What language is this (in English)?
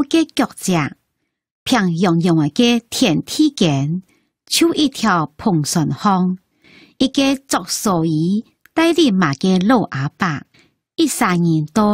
Hakka Chinese